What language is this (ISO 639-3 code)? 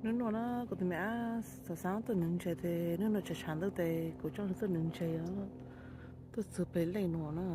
hmn